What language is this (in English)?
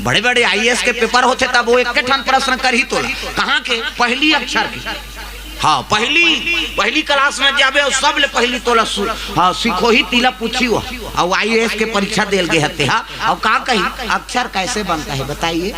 Chhattisgarhi